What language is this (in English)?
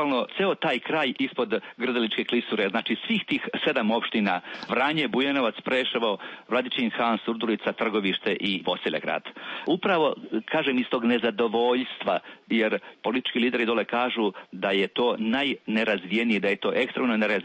Serbian